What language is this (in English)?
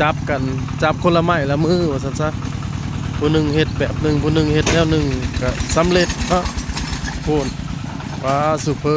Lao